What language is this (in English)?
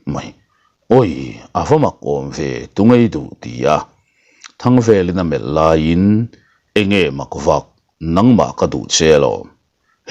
Mizo